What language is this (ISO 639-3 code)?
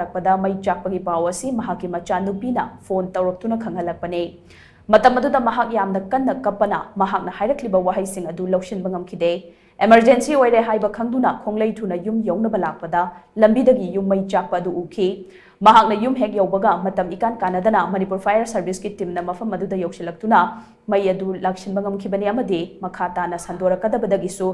mni